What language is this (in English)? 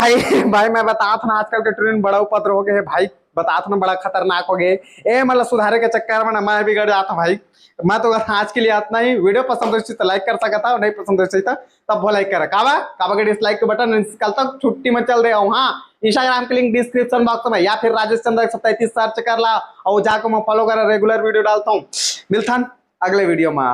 Chhattisgarhi